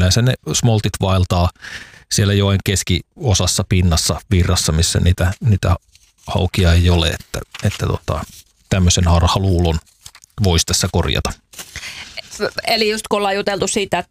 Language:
Finnish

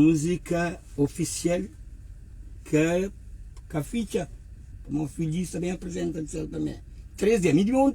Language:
Kabuverdianu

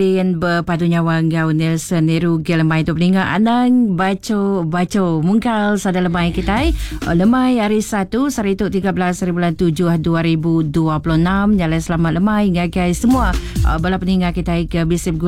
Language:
Iban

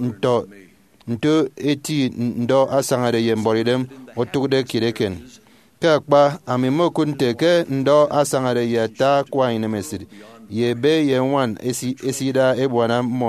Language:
Efik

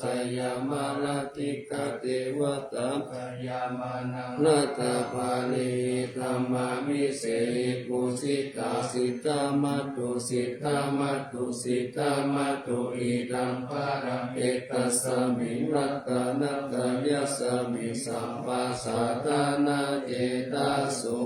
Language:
Pali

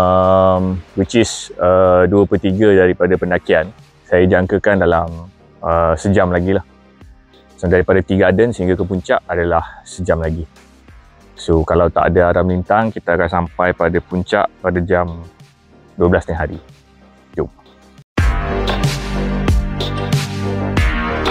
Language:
Malay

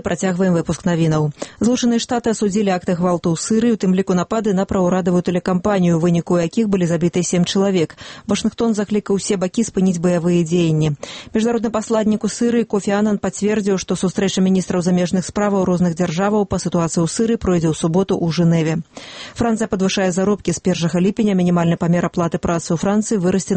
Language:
Belarusian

